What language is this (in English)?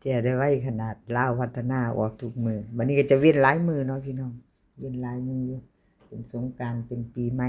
Lao